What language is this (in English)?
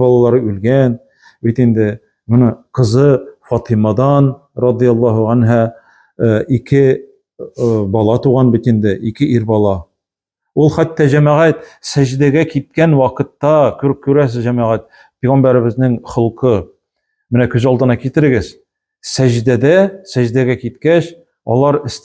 Tatar